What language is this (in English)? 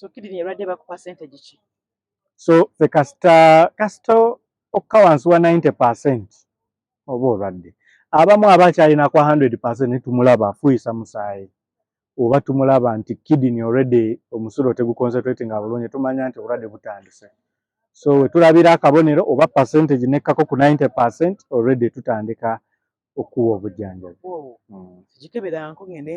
Ganda